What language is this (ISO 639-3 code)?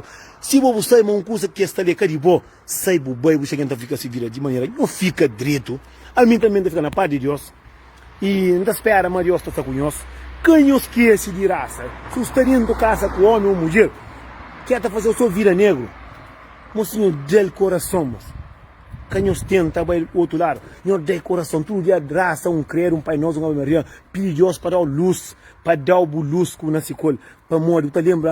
kea